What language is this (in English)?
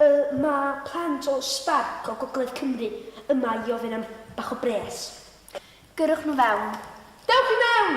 Welsh